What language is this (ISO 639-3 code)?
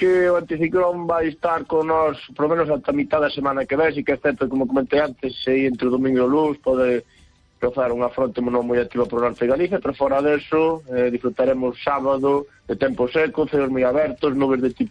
glg